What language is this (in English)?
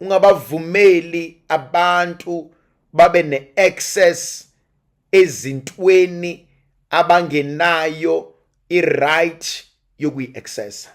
Zulu